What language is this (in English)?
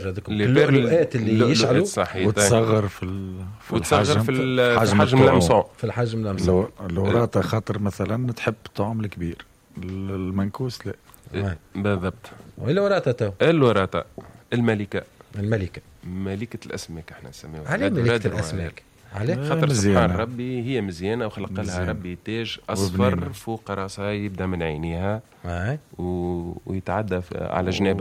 Tunisian Arabic